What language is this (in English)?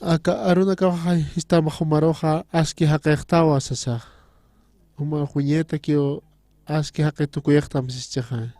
Aymara